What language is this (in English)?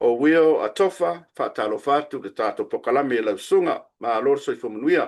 Samoan